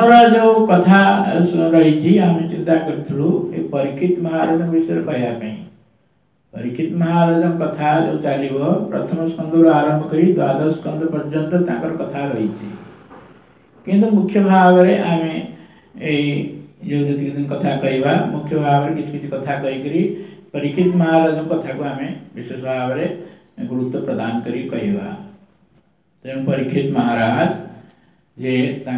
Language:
Odia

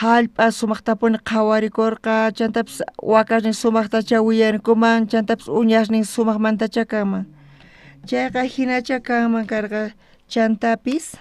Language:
South Bolivian Quechua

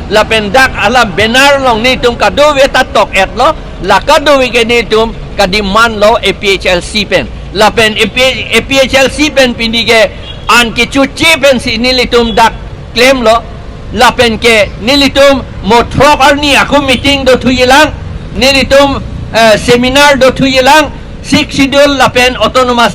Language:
Karbi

